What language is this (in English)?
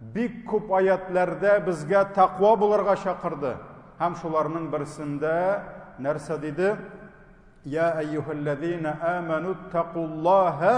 Tatar